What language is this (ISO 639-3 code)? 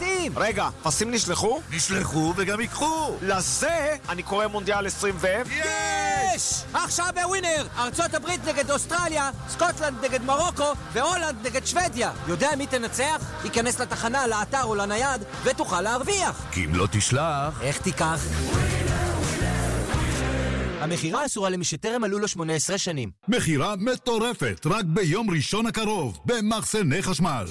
heb